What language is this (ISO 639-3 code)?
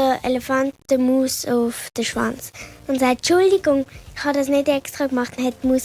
gsw